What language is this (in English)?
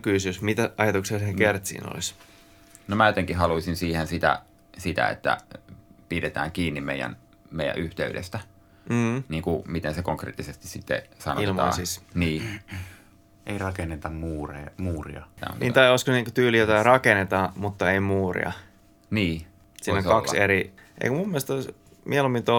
Finnish